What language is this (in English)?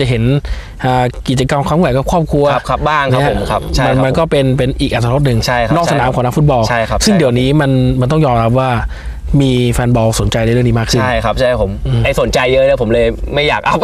Thai